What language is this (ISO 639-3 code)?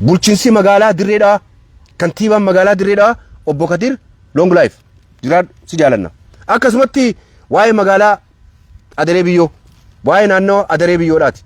orm